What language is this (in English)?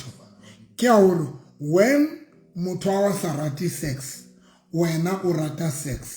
Southern Sotho